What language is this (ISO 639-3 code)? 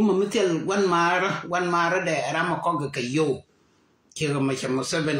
nus